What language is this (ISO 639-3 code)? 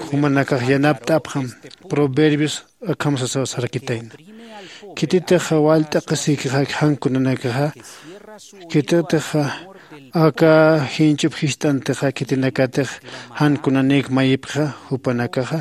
aym